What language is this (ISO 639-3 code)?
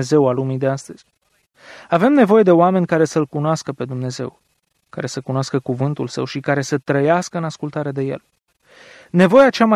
ron